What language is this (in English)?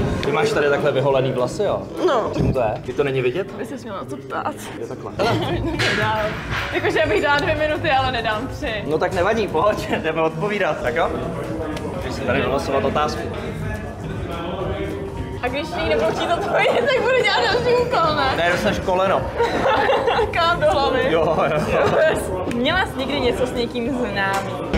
Czech